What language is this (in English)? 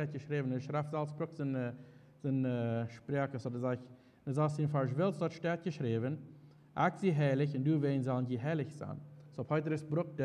Plautdietsch